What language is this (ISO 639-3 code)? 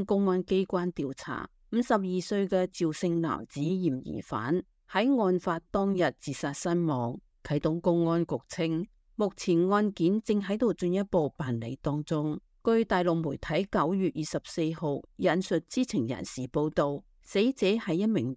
yue